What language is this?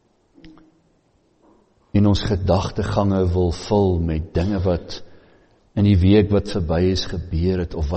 Afrikaans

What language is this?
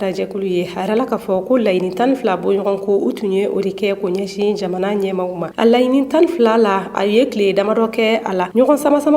Bambara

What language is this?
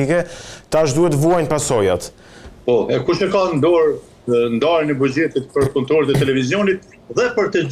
Albanian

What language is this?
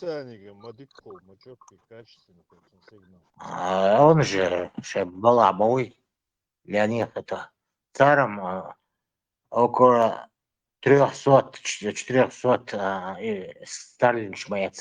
Chechen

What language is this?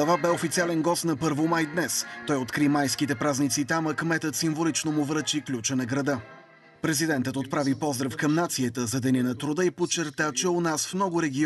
Bulgarian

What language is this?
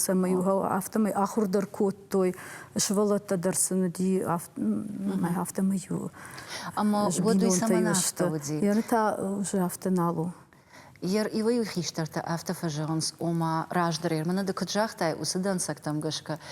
Ossetic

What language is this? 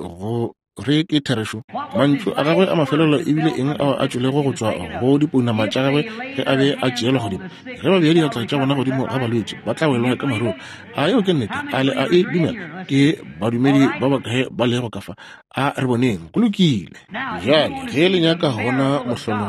Northern Sotho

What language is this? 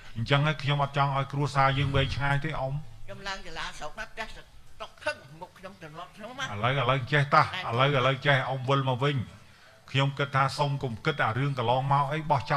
Khmer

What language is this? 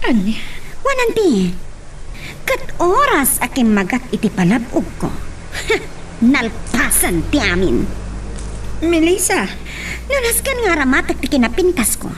Iloko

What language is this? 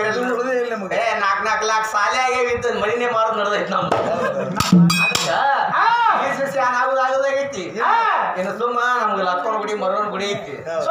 Kannada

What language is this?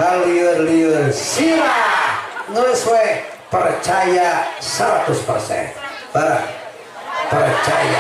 Sundanese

